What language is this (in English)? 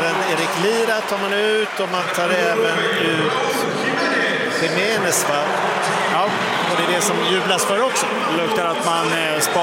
Swedish